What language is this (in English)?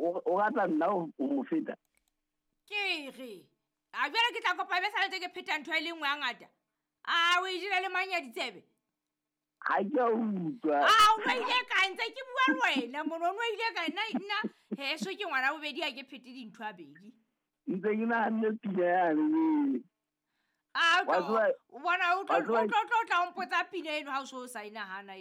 Southern Sotho